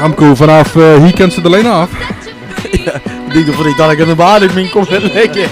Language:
Limburgish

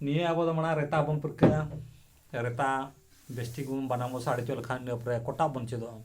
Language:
Santali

